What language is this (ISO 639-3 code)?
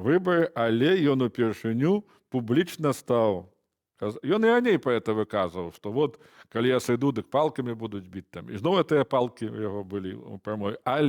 bel